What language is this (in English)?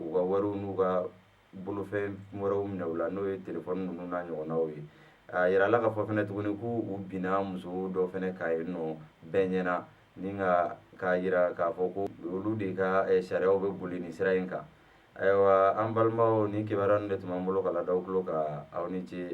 Bambara